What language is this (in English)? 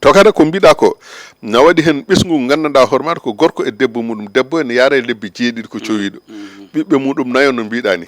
Fula